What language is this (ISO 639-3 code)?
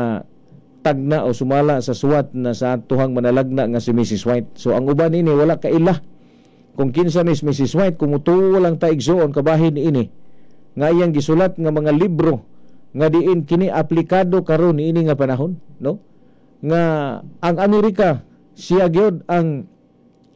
ceb